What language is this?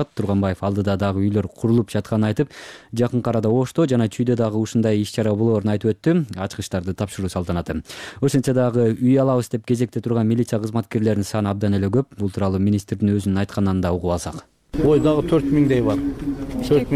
Kyrgyz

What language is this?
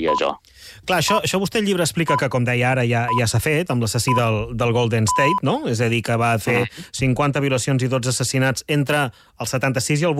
Catalan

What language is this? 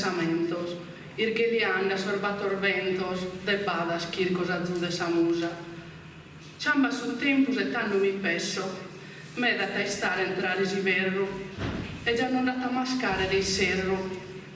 Sardinian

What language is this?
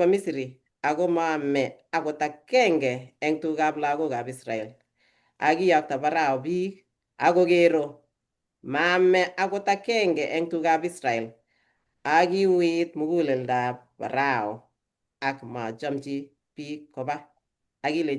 Kalenjin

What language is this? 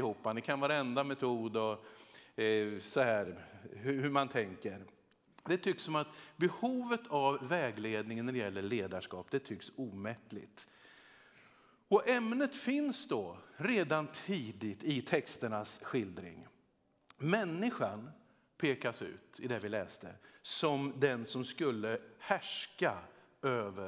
Swedish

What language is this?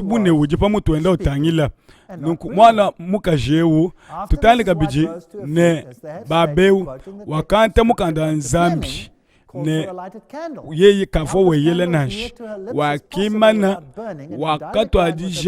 Luba-Lulua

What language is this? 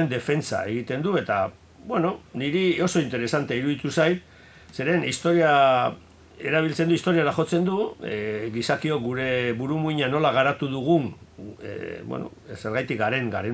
Basque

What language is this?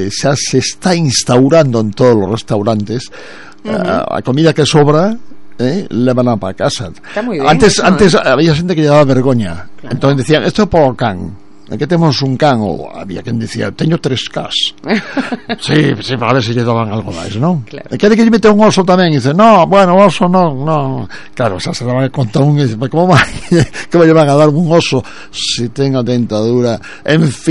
Galician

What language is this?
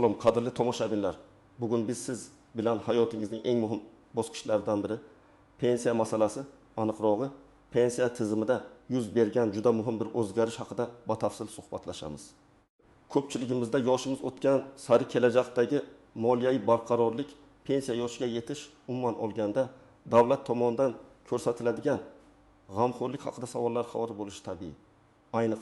Uzbek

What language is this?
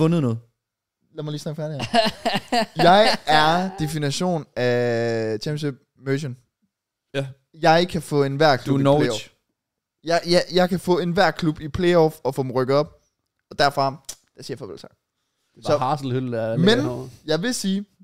Danish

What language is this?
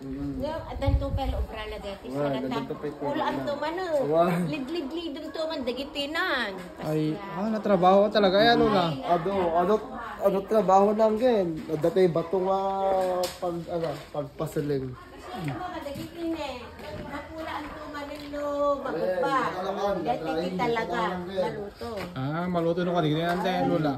Iloko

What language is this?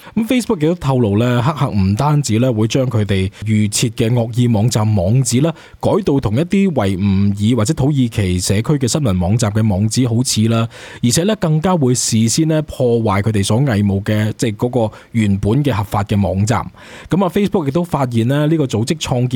Cantonese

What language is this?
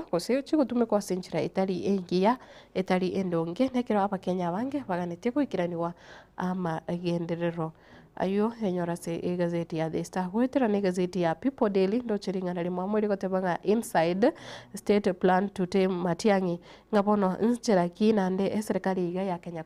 Gusii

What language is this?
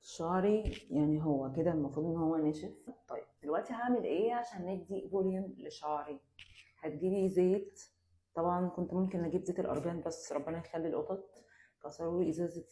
Egyptian Arabic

